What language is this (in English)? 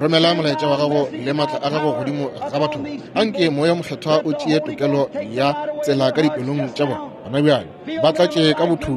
Northern Sotho